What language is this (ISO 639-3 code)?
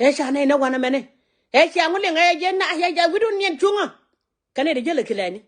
nus